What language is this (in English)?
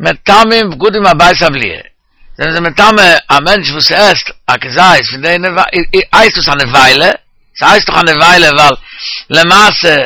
Yiddish